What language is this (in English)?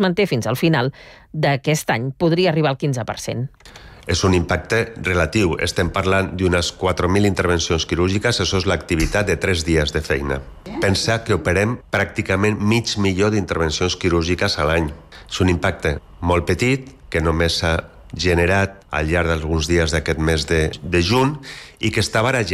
Catalan